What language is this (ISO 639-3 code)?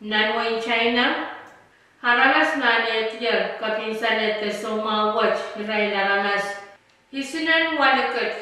pon